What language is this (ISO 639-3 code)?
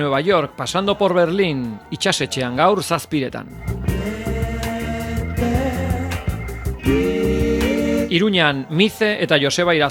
eus